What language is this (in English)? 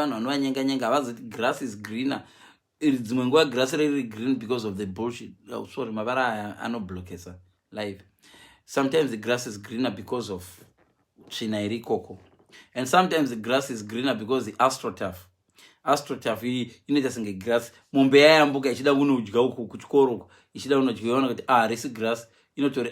Shona